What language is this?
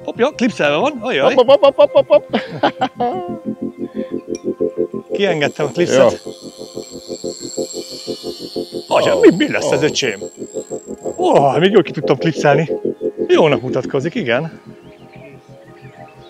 Hungarian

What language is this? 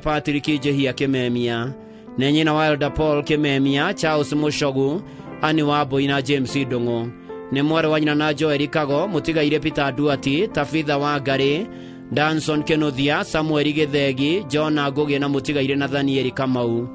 Kikuyu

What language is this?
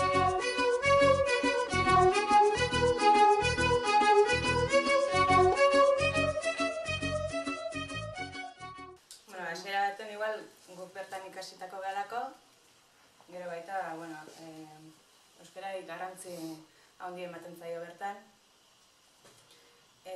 Basque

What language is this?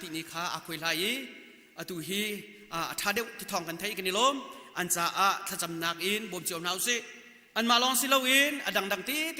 Hakha Chin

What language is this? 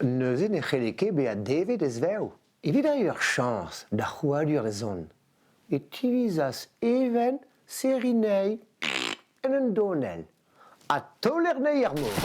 Breton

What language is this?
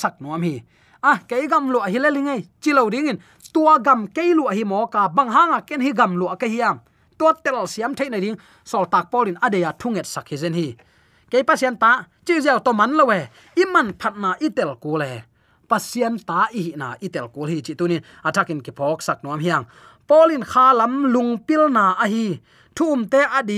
Tedim Chin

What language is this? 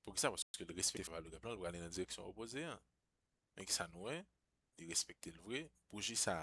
Haitian Creole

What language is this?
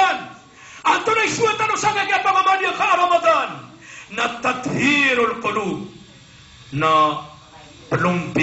Maranao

